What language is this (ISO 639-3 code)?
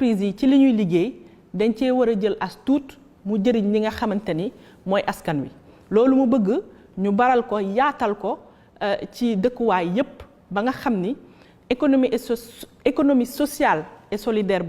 wol